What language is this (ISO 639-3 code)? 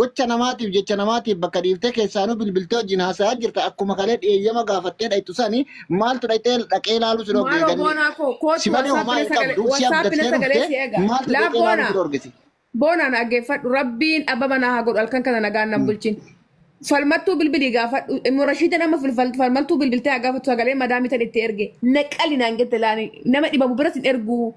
orm